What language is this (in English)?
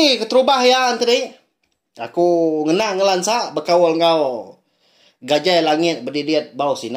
Iban